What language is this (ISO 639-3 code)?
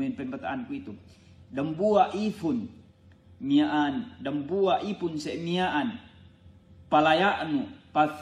yka